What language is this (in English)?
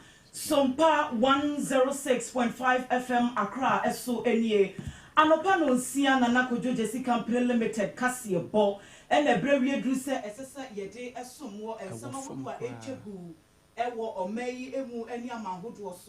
Akan